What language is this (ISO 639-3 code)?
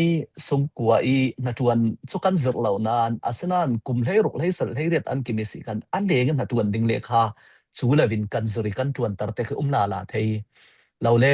cfm